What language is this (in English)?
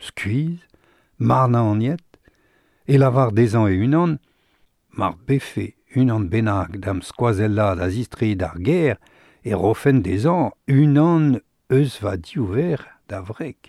Breton